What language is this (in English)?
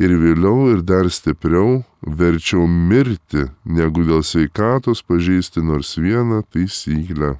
Lithuanian